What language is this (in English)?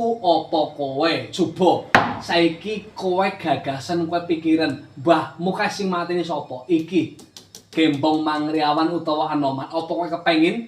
Javanese